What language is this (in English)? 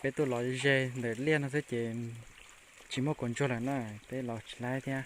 Hmong